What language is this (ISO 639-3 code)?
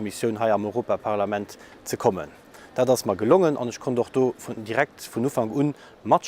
ltz